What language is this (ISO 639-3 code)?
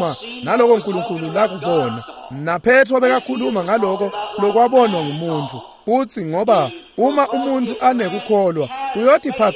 ssw